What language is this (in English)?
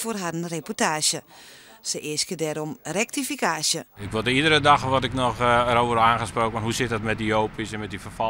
Western Frisian